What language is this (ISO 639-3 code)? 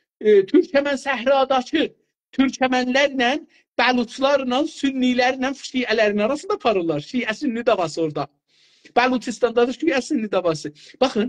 azb